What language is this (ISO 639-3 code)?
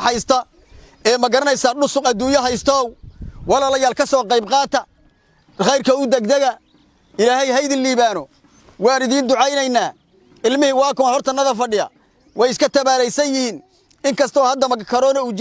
som